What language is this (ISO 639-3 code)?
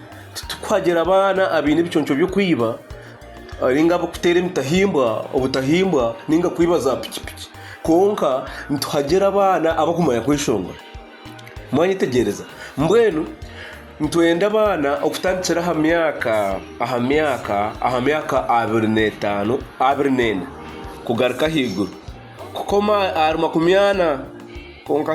nyn